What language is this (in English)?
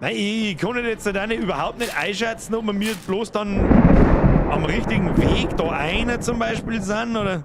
Bavarian